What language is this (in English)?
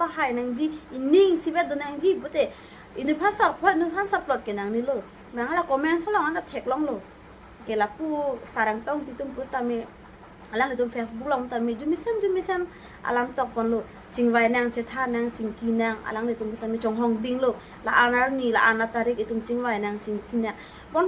Karbi